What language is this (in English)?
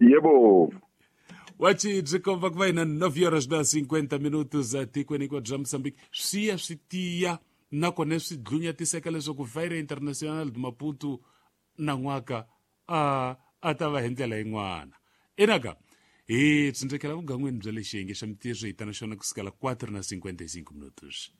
Tsonga